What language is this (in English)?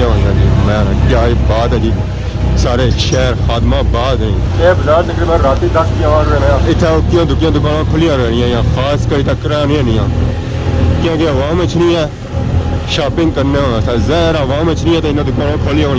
Pahari-Potwari